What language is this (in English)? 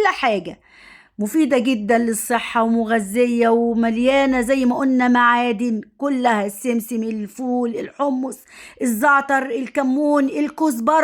Egyptian Arabic